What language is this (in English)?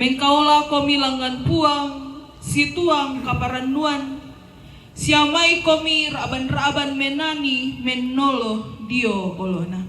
Toraja-Sa'dan